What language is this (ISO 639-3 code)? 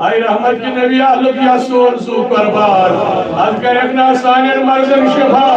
kas